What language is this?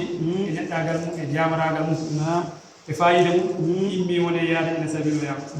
Fula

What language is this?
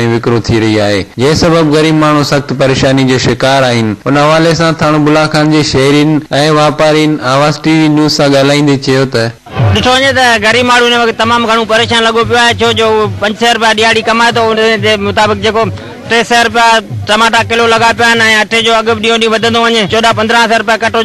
Sindhi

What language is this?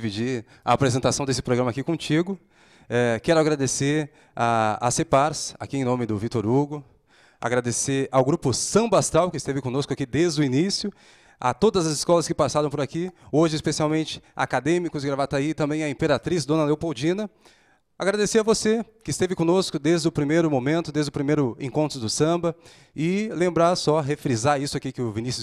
Portuguese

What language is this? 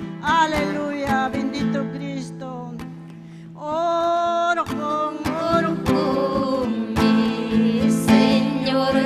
Ayacucho Quechua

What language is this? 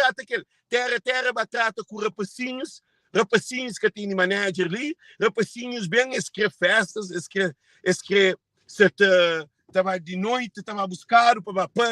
Kabuverdianu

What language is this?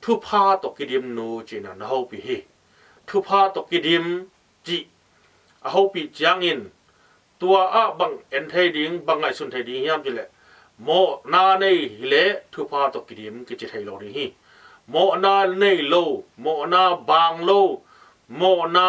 Tedim Chin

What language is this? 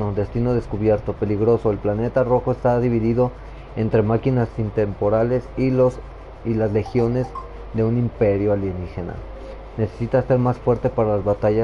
Spanish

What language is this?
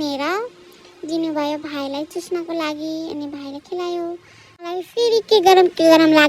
Nepali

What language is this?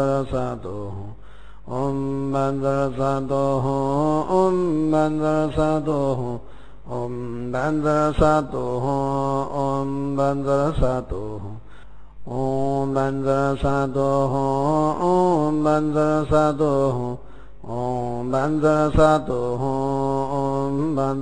Sanskrit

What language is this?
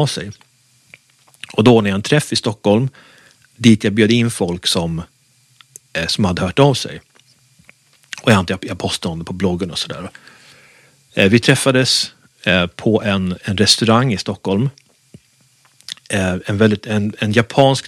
Swedish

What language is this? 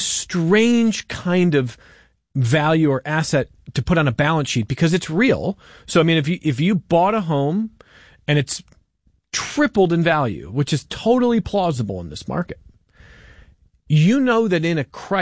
English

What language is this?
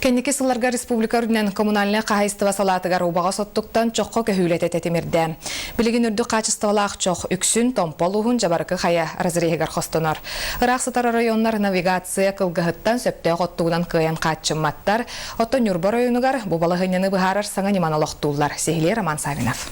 Yakut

